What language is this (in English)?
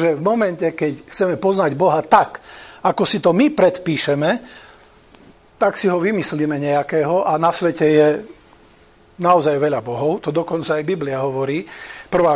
Slovak